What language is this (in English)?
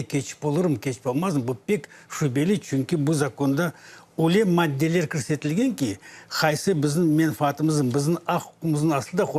Crimean Tatar